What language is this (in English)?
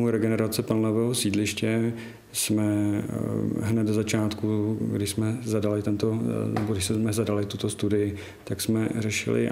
Czech